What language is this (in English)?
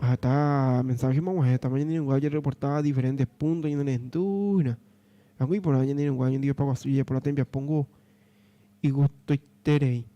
Guarani